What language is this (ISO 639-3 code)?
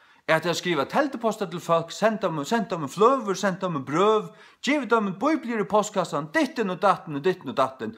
fao